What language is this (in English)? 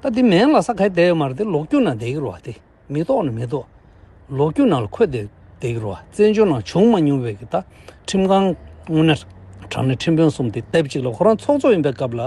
Tibetan